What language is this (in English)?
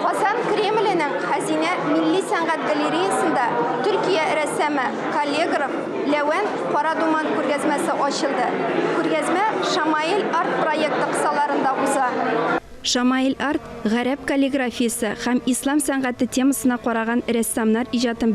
Tatar